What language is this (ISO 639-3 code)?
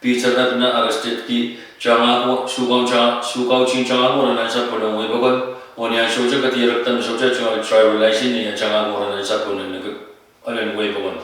pon